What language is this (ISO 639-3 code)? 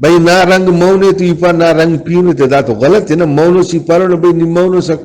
brh